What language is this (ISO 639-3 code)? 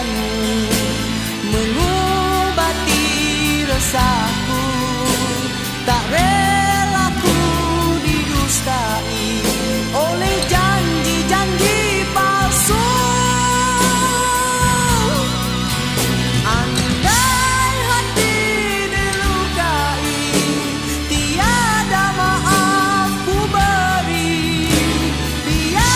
msa